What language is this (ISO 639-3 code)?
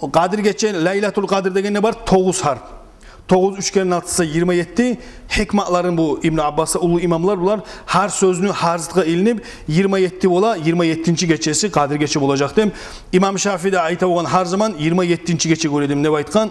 kum